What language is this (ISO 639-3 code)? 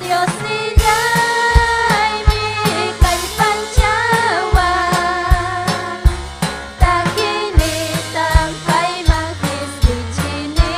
quy